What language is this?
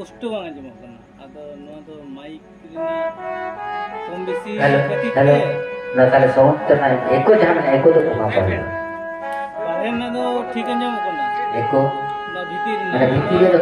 Santali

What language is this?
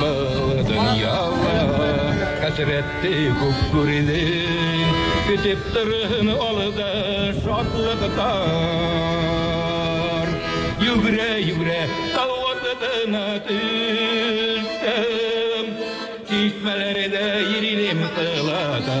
Bashkir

